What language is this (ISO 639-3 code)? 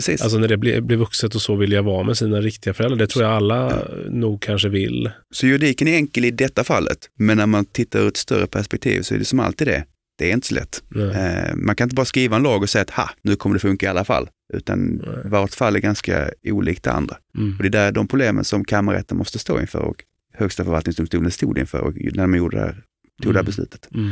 swe